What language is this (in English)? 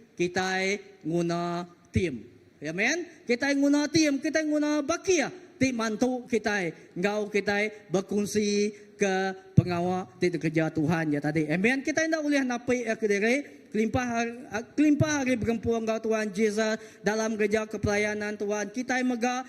Iban